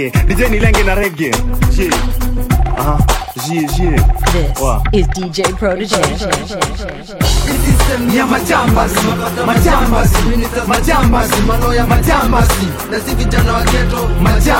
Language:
Swahili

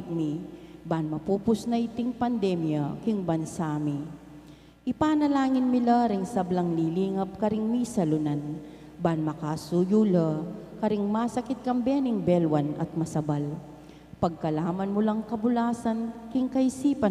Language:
Pampanga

